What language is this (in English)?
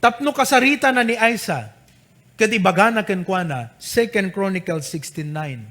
Iloko